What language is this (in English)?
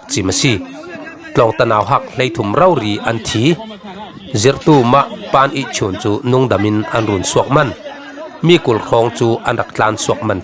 Falam Chin